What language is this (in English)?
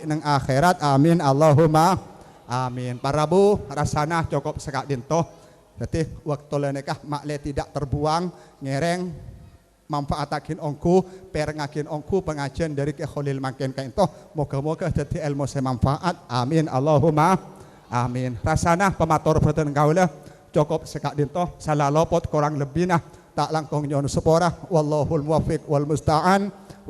Madurese